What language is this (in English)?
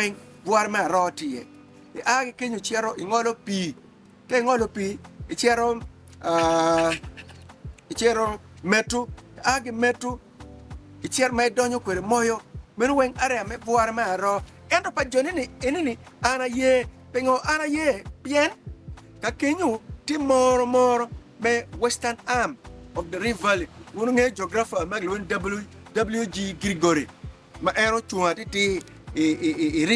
Acoli